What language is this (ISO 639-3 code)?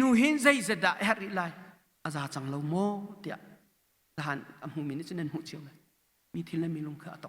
cnh